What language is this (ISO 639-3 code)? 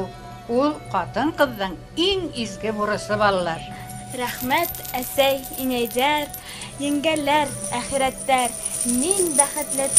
bak